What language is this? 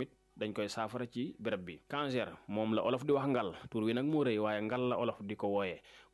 Wolof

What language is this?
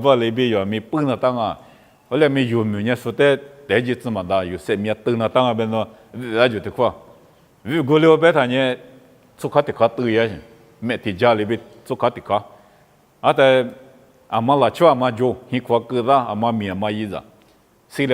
Lisu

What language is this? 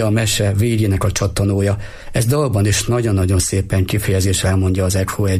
Hungarian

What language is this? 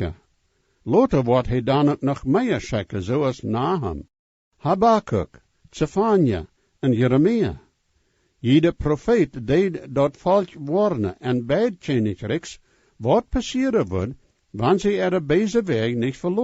Plautdietsch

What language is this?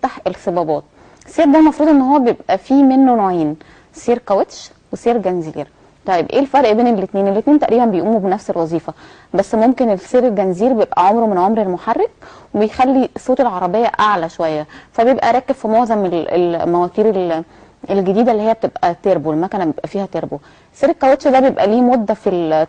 Egyptian Arabic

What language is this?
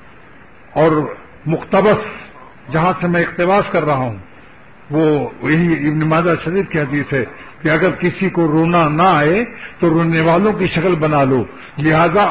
Urdu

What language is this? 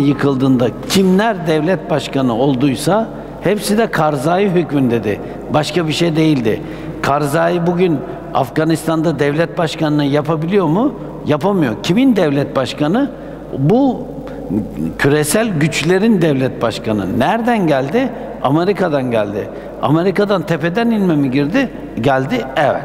Turkish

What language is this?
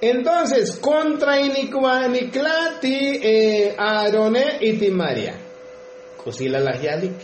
Tzotzil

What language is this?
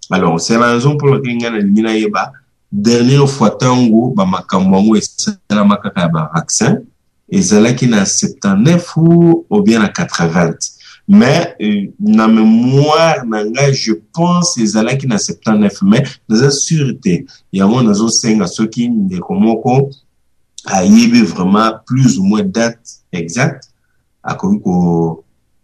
Lingala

